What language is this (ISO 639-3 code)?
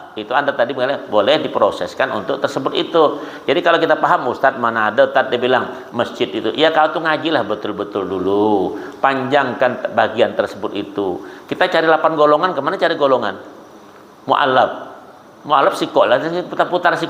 bjn